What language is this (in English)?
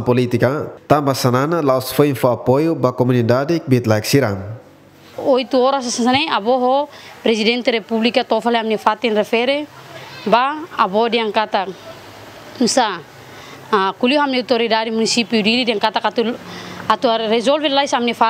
Tetum